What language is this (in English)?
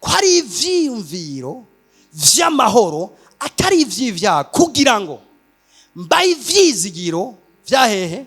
Rundi